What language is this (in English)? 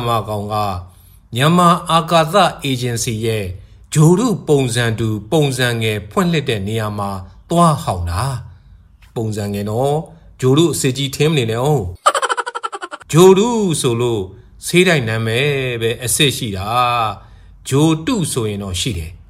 Burmese